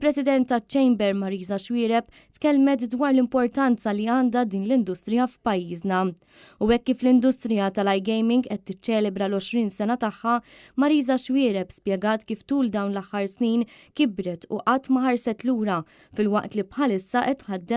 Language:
Maltese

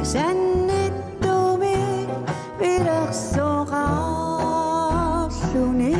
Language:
Kalaallisut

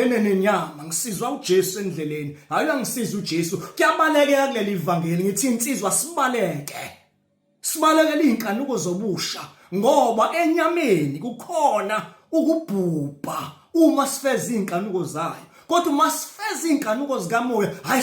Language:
Zulu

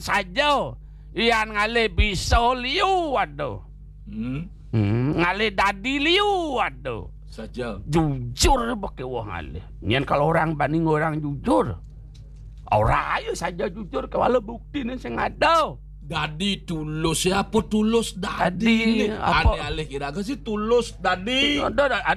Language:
Balinese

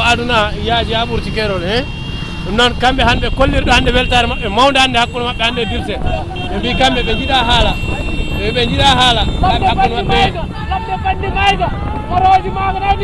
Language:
Fula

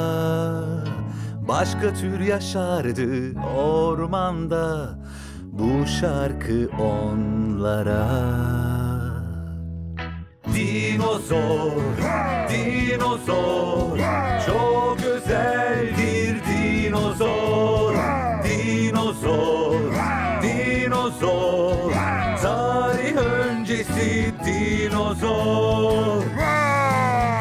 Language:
Turkish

